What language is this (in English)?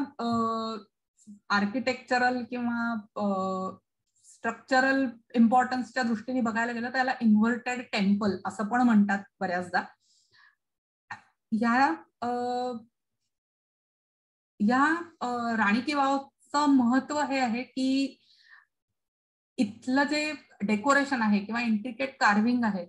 Marathi